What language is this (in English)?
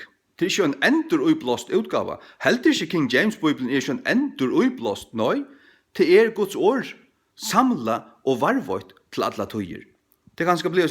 Faroese